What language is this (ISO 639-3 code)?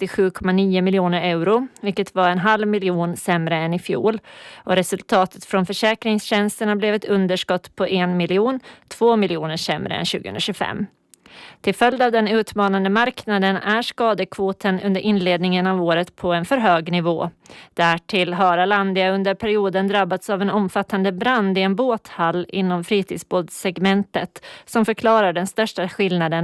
swe